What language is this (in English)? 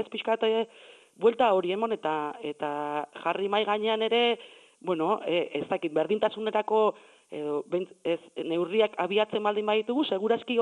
Basque